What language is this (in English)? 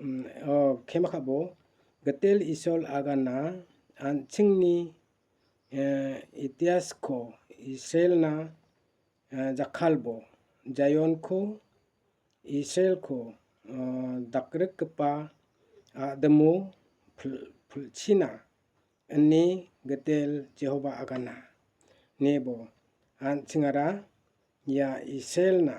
Garo